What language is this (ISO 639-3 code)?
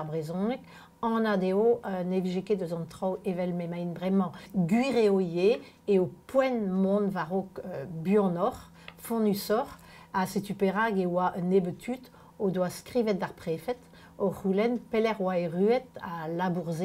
bre